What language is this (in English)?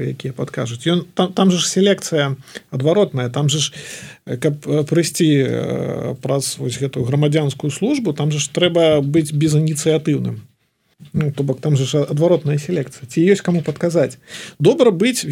Belarusian